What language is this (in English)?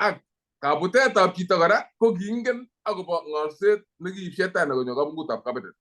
Kalenjin